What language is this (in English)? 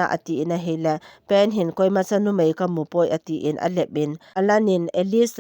Thado Chin